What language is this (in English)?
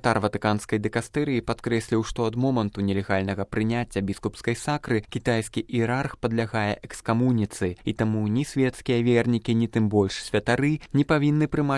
Belarusian